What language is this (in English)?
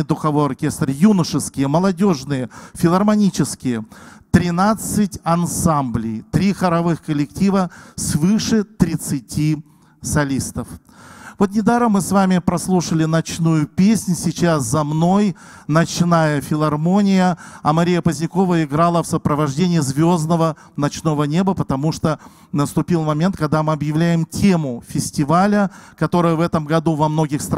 Russian